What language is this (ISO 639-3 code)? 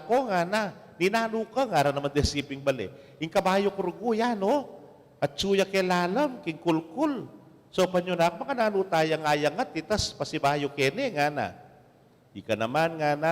pam